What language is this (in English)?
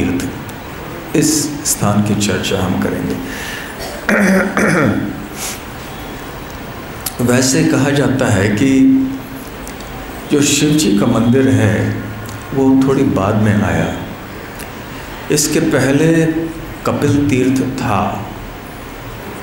Hindi